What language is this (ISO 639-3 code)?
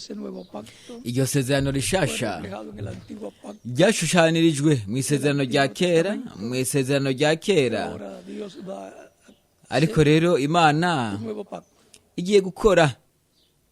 run